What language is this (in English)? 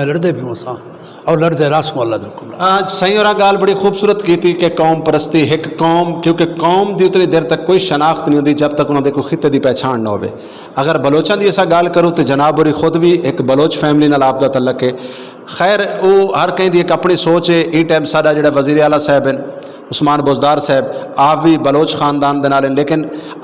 Saraiki